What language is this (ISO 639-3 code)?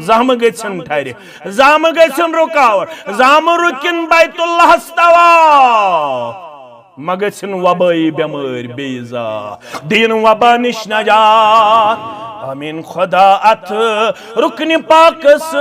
kas